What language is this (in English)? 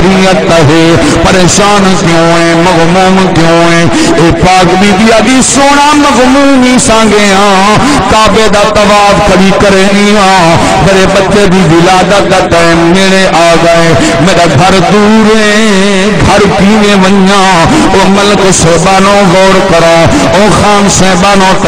Saraiki